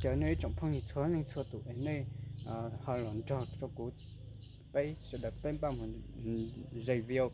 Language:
Hmong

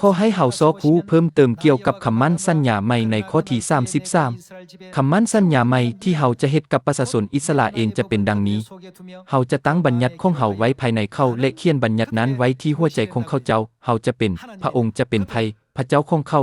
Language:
Lao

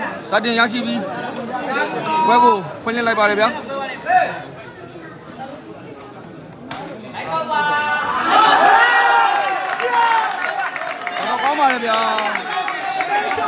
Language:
Burmese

